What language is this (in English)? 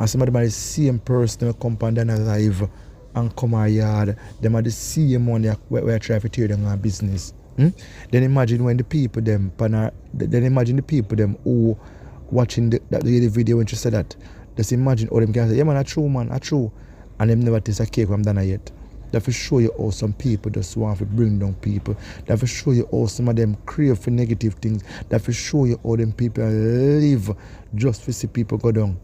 Jamaican Creole English